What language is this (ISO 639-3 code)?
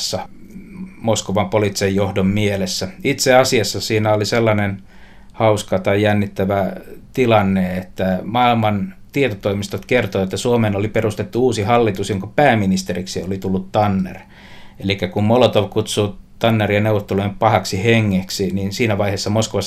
fin